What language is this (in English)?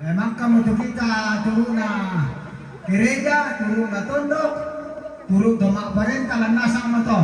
Toraja-Sa'dan